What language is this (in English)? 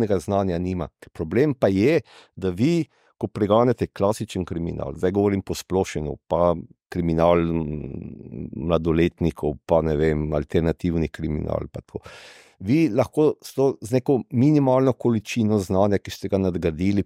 Slovenian